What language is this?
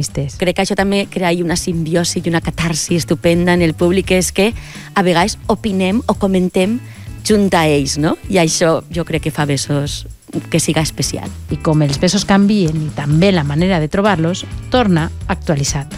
Catalan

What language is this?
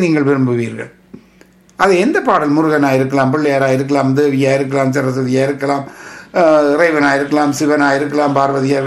Tamil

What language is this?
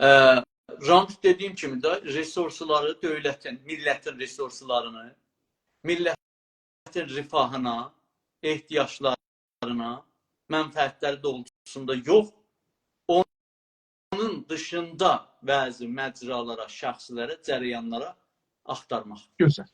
South Azerbaijani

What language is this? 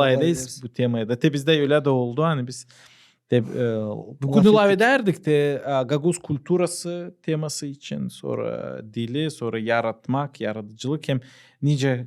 Gagauz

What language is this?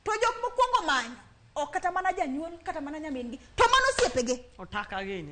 Luo (Kenya and Tanzania)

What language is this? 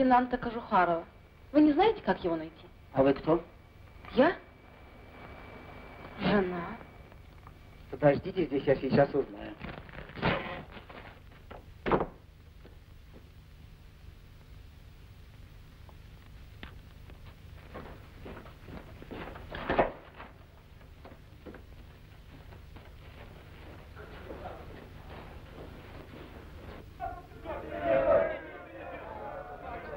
Russian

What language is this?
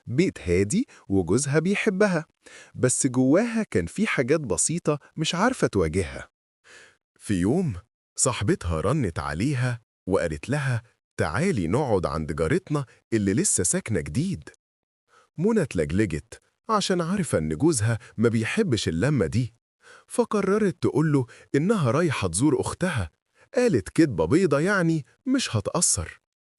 Egyptian Arabic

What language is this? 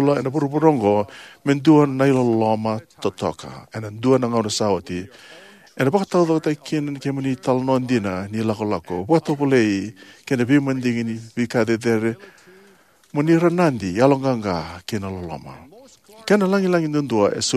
Fijian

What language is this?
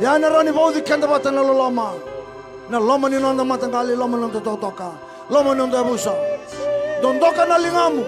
Fijian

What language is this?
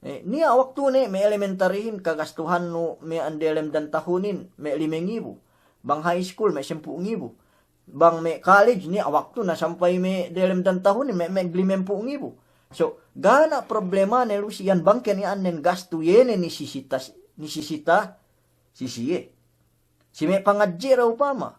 Yakan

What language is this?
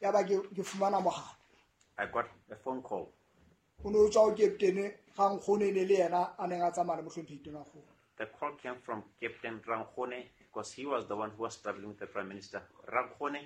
Southern Sotho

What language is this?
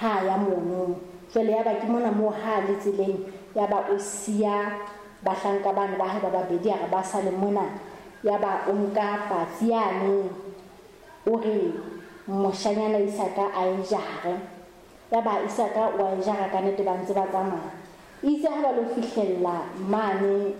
Southern Sotho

